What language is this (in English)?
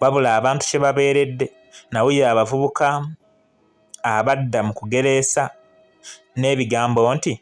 Ganda